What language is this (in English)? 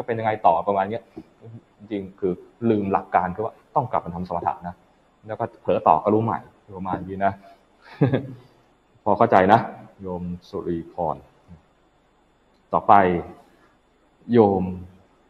Thai